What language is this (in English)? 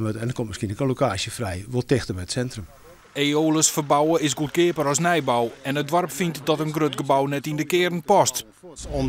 Western Frisian